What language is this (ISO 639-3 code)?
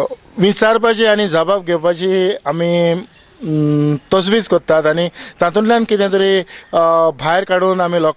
kok